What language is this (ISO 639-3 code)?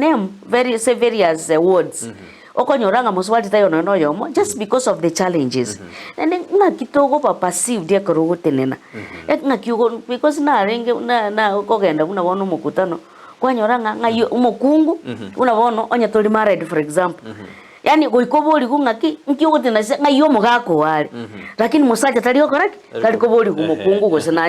guz